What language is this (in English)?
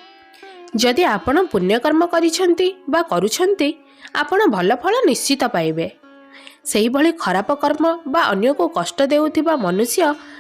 Odia